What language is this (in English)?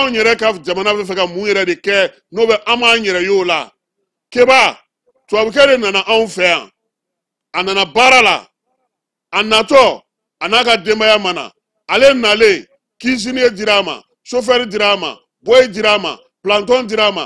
Bambara